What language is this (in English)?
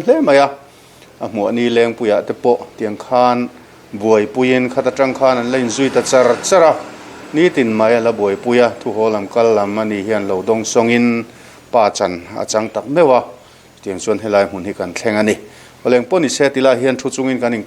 Mizo